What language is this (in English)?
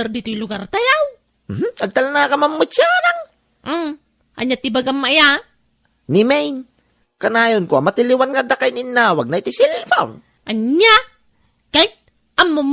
Iloko